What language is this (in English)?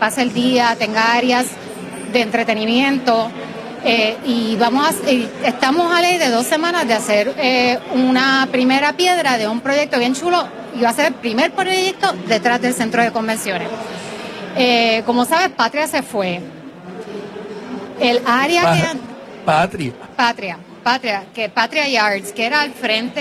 Spanish